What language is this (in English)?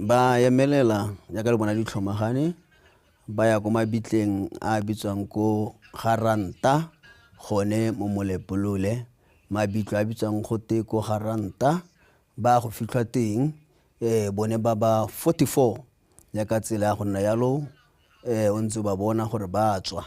Tswana